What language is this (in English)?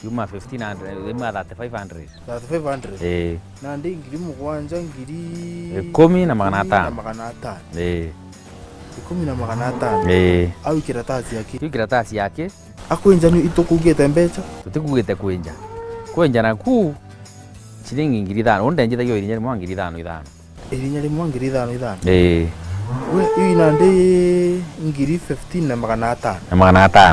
Meru